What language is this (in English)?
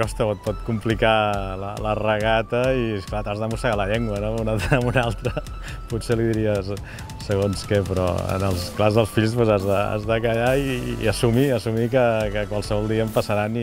Catalan